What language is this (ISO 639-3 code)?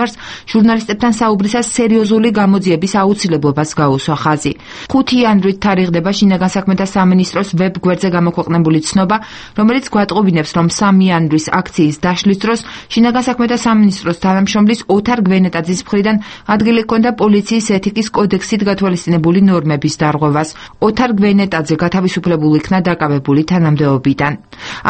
kat